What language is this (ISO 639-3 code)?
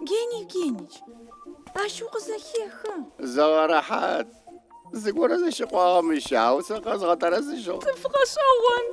ady